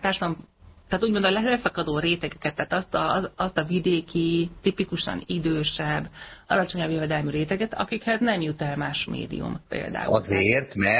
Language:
Hungarian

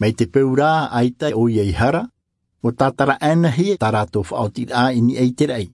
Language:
Tahitian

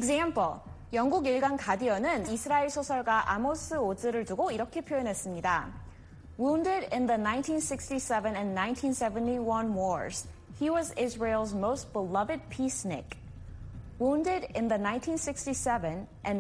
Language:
Korean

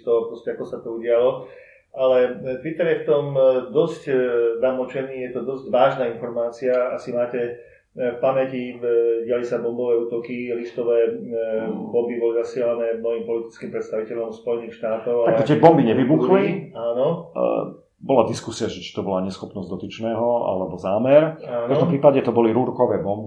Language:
Slovak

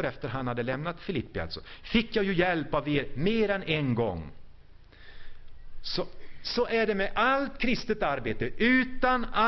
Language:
Swedish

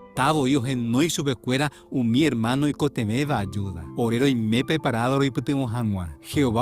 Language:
Guarani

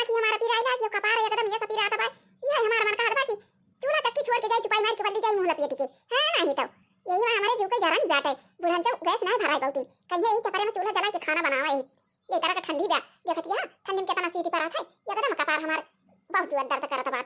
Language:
Awadhi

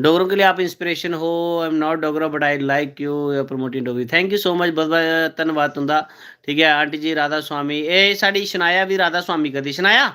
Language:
Dogri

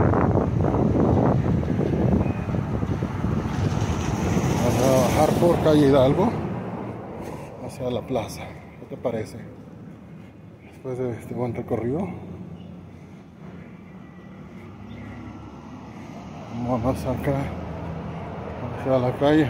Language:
Spanish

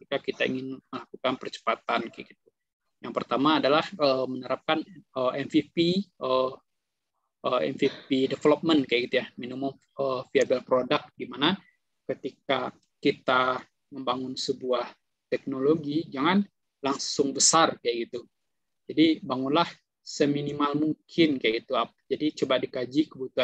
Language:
Indonesian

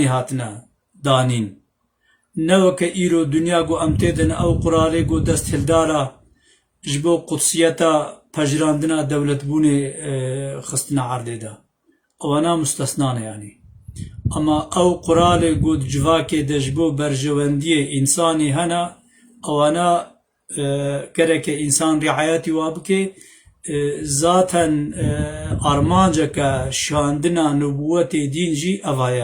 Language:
Kurdish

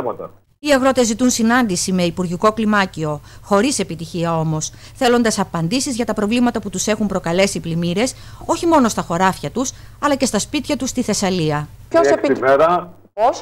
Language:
Greek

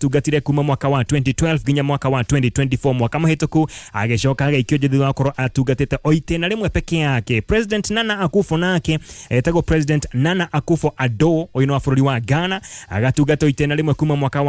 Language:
Kikuyu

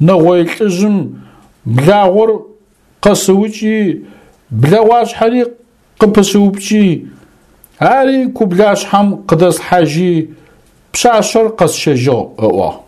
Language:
Adyghe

